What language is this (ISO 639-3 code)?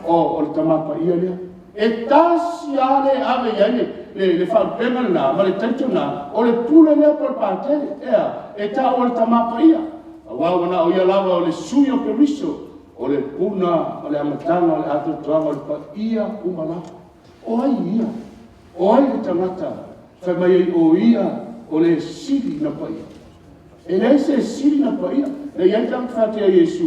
smo